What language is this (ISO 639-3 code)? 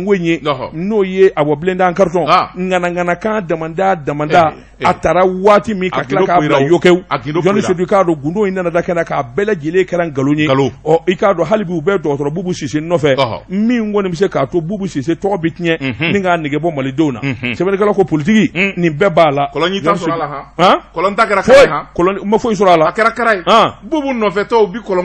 bam